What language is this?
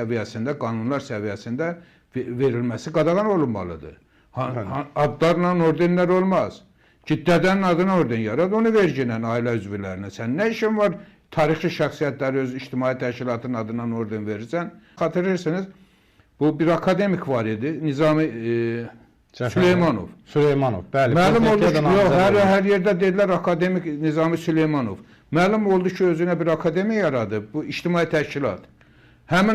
Azerbaijani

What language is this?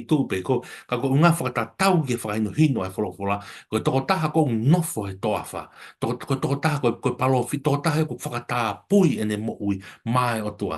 Tongan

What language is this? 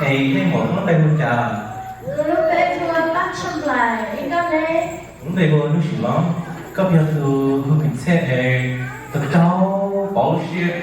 Hmong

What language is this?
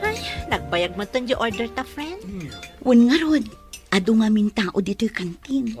Iloko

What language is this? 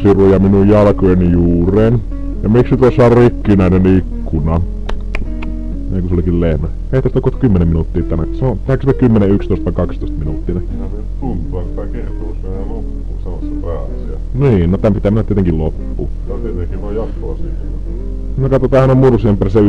Finnish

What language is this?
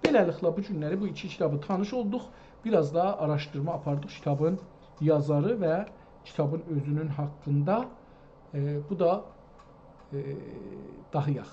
South Azerbaijani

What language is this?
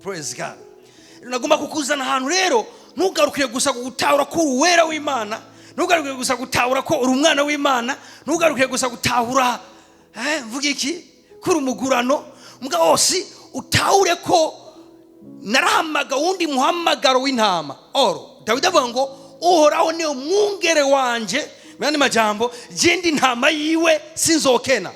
Rundi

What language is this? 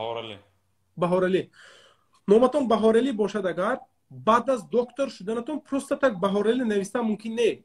Tajik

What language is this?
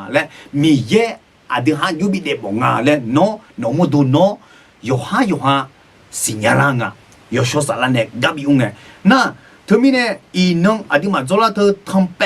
Akha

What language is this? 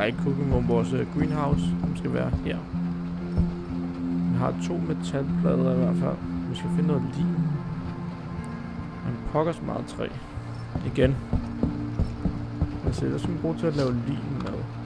Danish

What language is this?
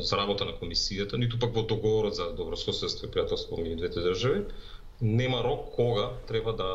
Macedonian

